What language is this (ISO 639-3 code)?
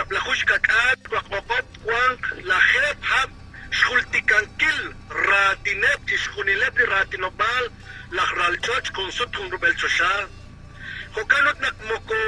kek